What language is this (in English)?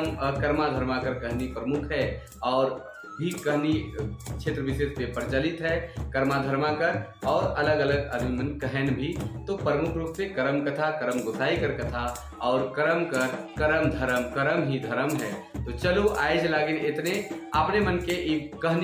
Sadri